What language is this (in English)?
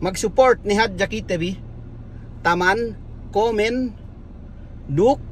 Yakan